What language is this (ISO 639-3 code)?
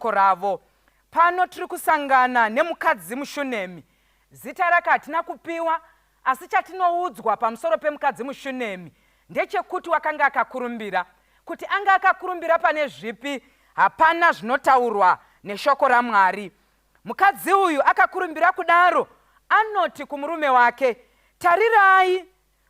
sna